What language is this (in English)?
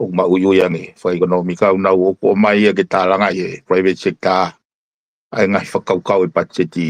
Tongan